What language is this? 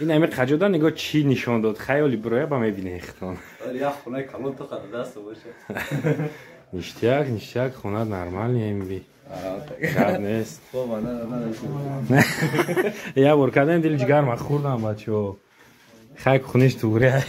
Tajik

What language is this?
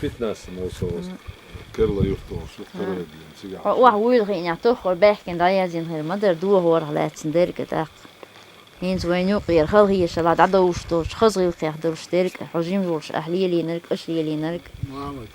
Chechen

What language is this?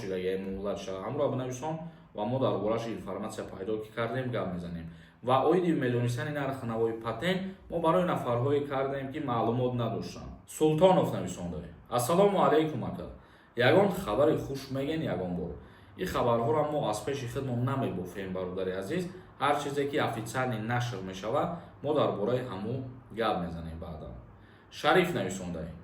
Tajik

